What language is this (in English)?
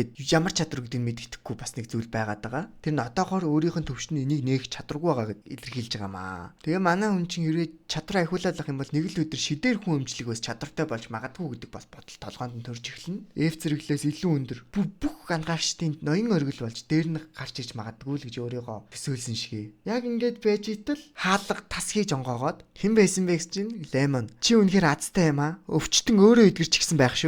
Mongolian